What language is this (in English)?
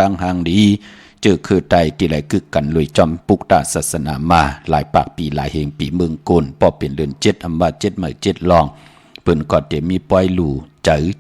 Shan